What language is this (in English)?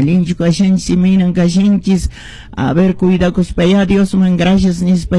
Quechua